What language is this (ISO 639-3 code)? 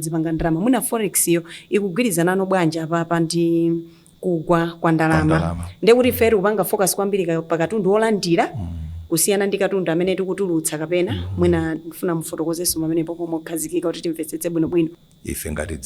nya